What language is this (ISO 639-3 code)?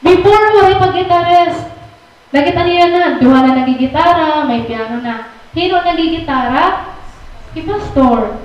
war